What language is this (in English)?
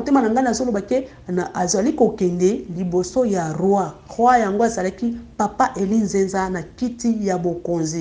Lingala